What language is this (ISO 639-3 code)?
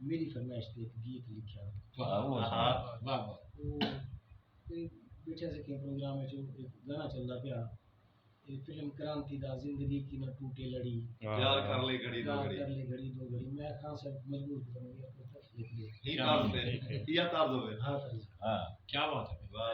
skr